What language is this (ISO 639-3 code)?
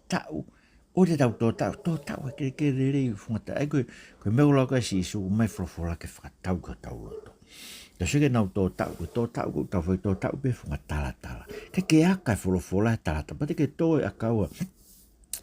ton